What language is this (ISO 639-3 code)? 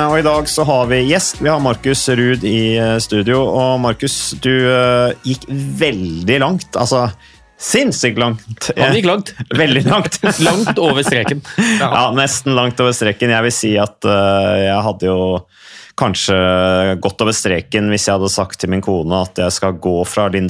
nor